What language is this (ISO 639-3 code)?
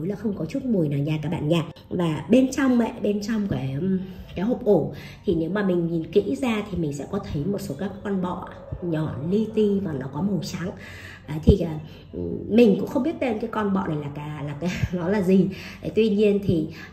vie